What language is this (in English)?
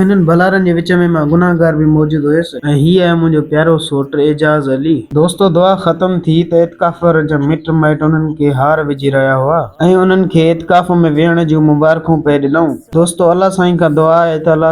Sindhi